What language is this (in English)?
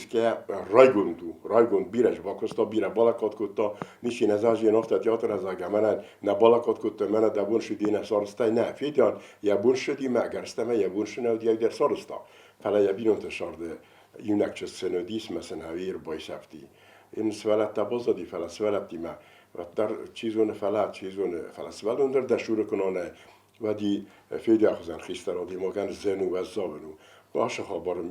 Ossetic